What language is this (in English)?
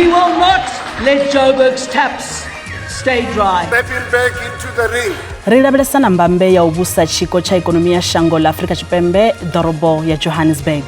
Venda